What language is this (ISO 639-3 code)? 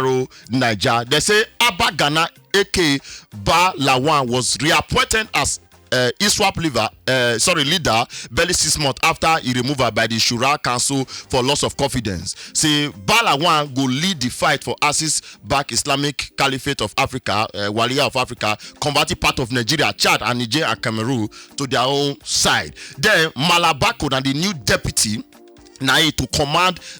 pcm